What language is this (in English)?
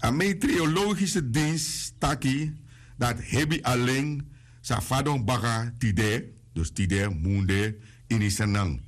Sranan Tongo